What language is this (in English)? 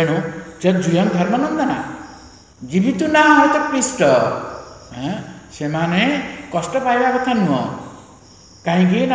Odia